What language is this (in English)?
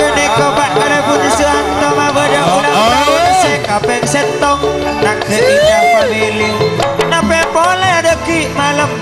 Madurese